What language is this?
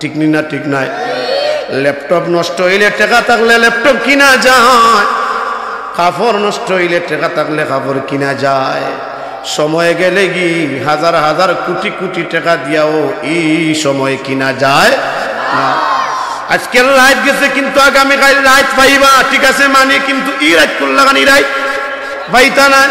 Sylheti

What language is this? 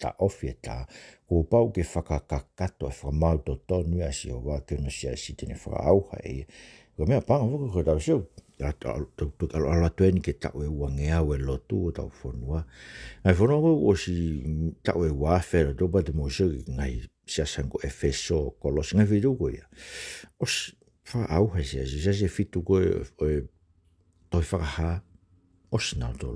Tongan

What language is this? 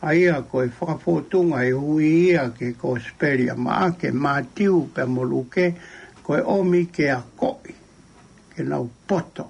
Tongan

